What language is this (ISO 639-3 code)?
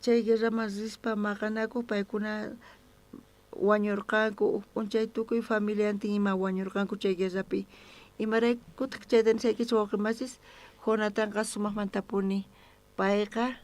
quh